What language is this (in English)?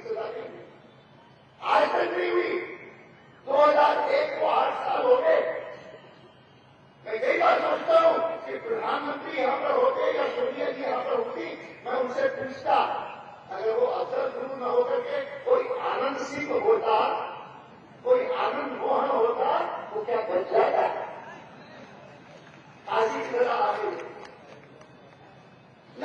Hindi